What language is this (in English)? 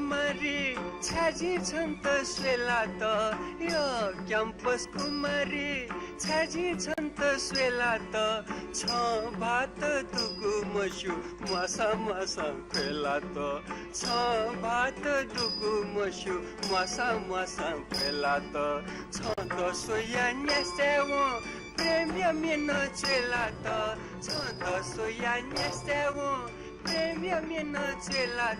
Newari